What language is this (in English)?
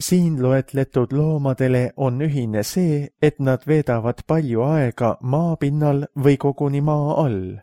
Estonian